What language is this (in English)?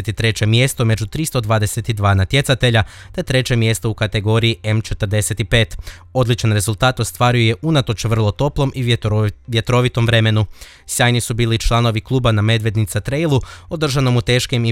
Croatian